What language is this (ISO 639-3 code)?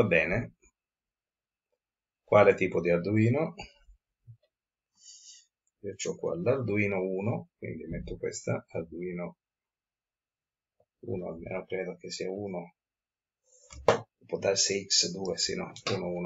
ita